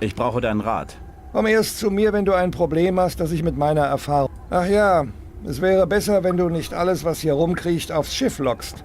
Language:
Bavarian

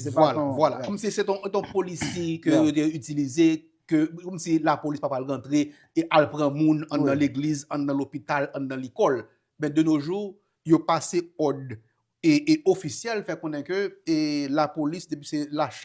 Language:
Haitian Creole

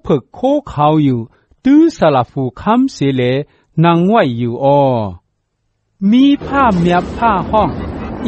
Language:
Shan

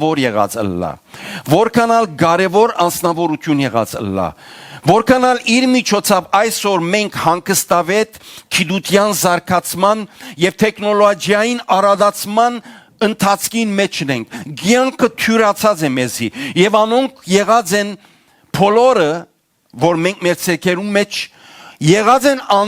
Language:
Western Armenian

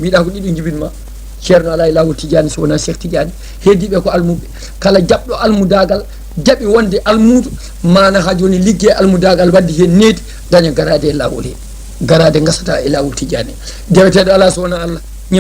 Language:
Fula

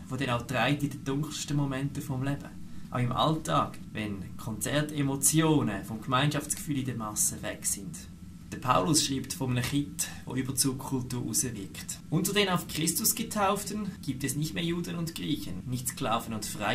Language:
Swiss German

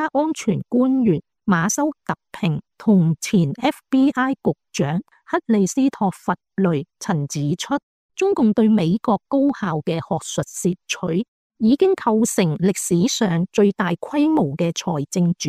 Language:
Cantonese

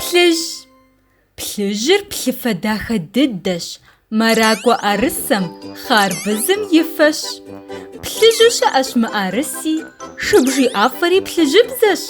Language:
Kabardian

